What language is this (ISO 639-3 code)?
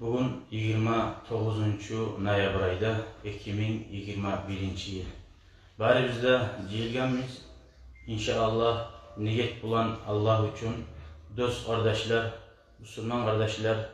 kum